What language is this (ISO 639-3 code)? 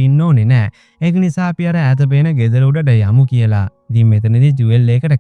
sin